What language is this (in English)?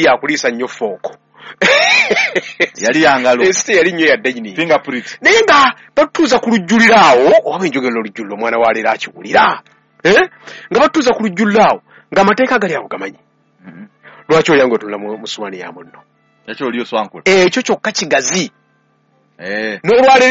Ganda